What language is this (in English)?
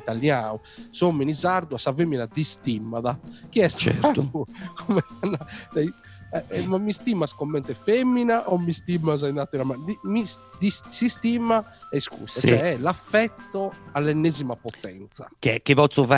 Italian